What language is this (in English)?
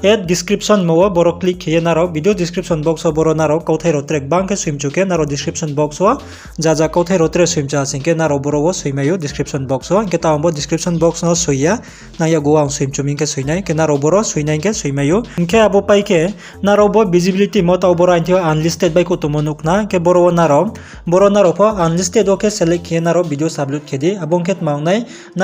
Riang (India)